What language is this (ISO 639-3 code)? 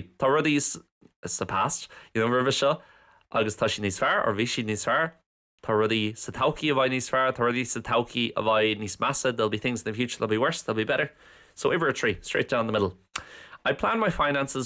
gle